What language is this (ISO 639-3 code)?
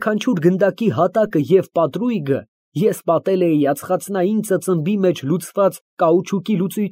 hye